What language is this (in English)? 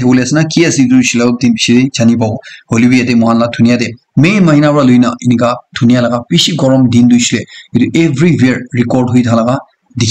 Naga Pidgin